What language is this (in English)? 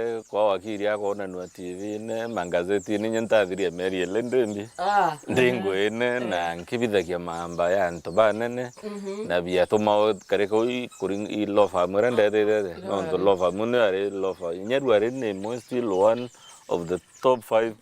Meru